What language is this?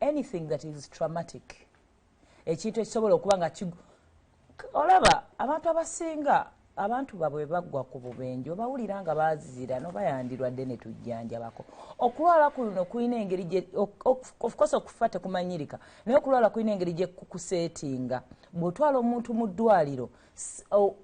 Ganda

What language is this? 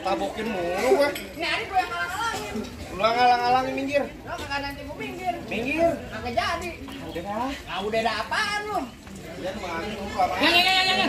Betawi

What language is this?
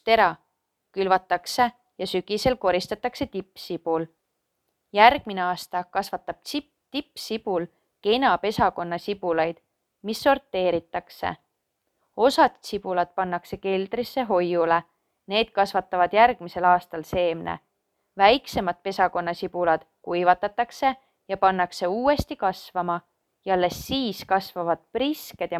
Estonian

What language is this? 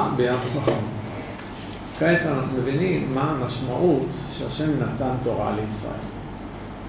Hebrew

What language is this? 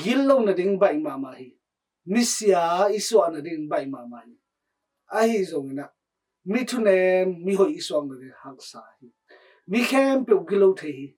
Tedim Chin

